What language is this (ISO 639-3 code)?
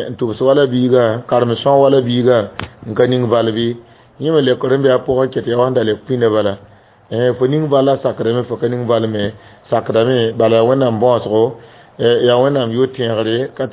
mos